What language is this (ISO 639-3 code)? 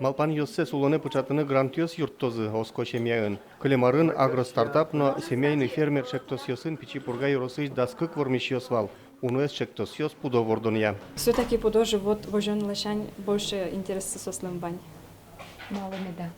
udm